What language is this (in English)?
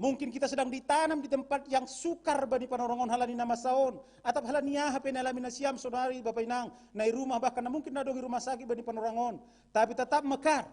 Batak Simalungun